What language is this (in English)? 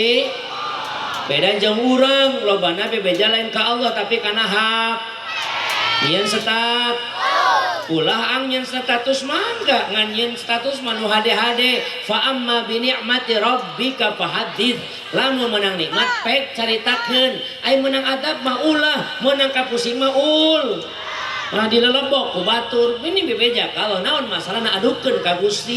Sundanese